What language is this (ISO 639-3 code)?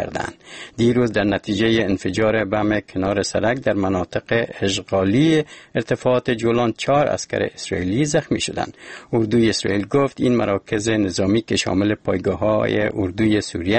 fas